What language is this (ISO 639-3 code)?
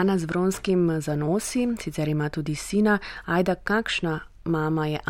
slv